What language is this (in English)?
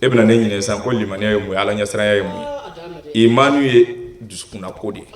Bambara